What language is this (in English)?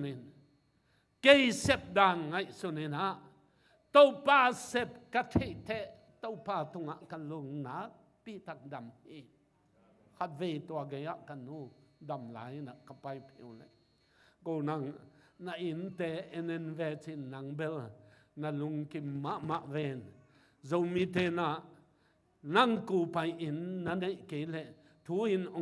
Tedim Chin